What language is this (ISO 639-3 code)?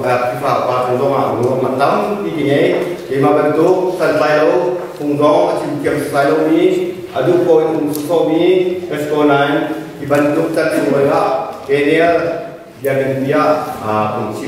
cnh